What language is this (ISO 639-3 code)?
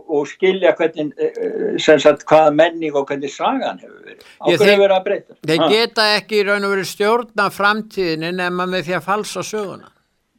isl